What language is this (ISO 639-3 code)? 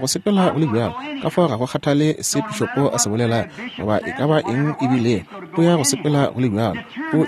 nso